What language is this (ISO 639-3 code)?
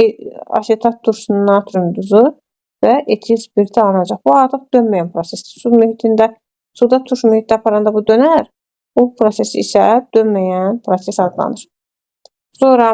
aze